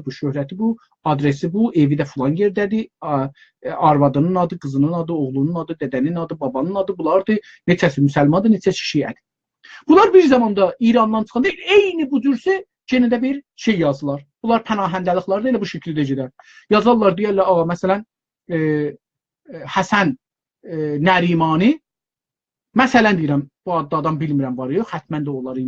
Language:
South Azerbaijani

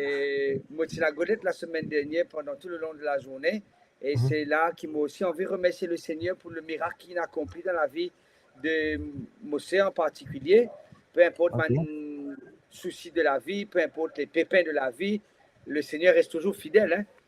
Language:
Morisyen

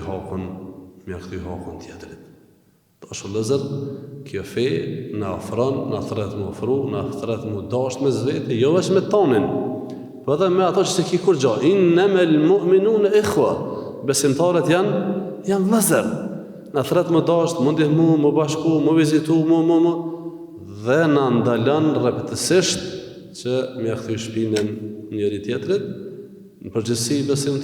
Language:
Albanian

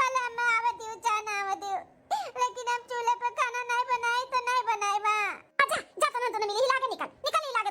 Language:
Awadhi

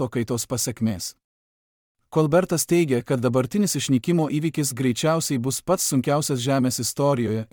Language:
Lithuanian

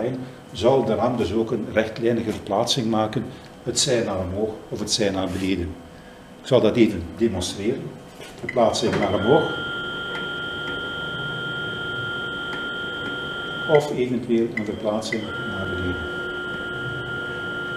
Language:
Dutch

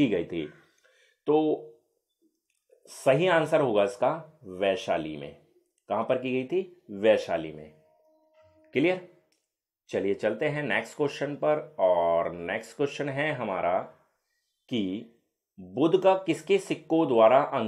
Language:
Hindi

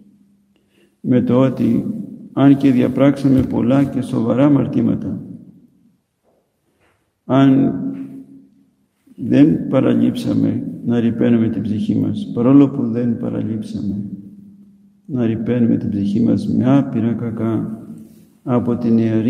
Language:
Greek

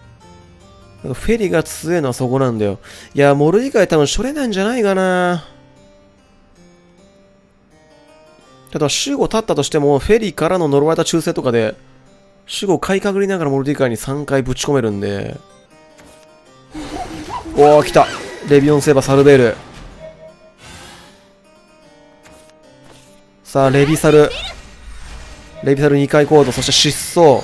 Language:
Japanese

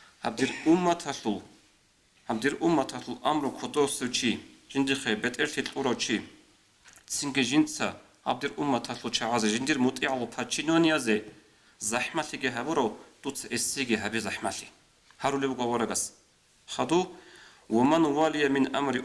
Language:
Avaric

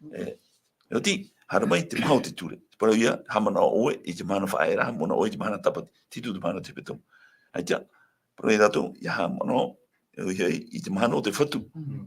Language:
Tahitian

